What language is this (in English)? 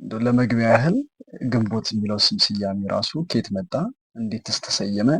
Amharic